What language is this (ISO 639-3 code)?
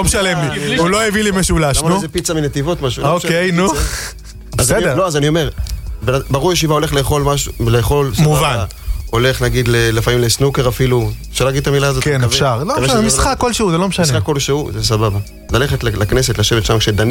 heb